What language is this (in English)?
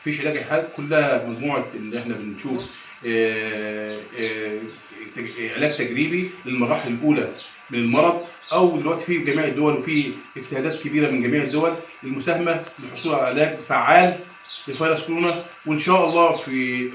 Egyptian Arabic